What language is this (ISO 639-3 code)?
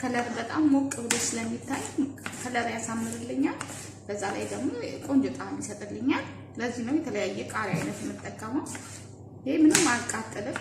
amh